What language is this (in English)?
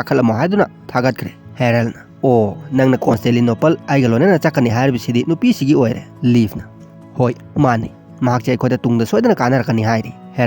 Manipuri